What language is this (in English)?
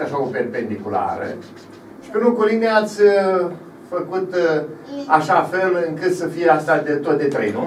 Romanian